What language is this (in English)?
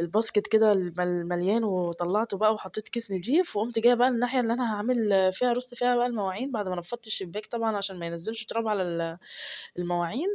Egyptian Arabic